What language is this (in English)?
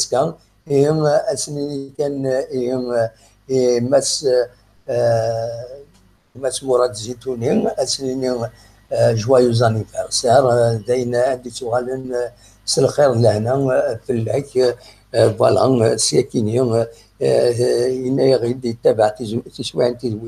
Kabyle